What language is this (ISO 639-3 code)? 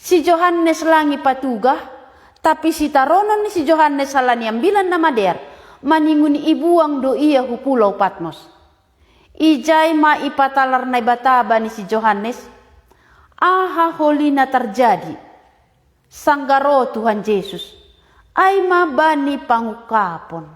bts